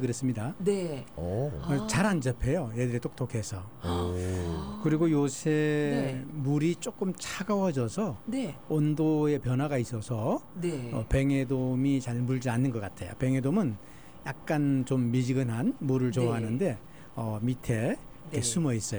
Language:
Korean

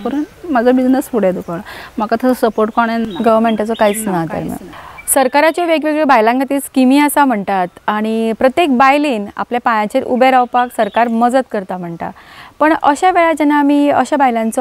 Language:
Konkani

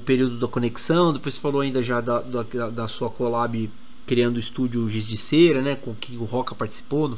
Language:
Portuguese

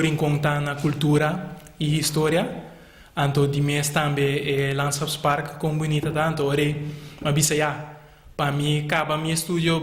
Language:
Papiamento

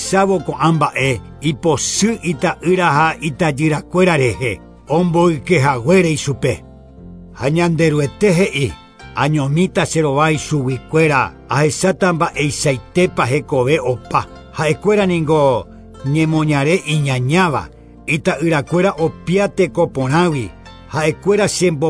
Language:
Guarani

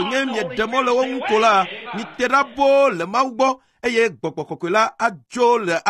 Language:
Ewe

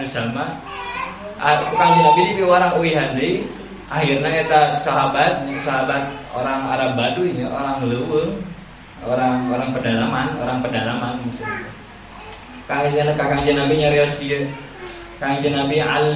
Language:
Sundanese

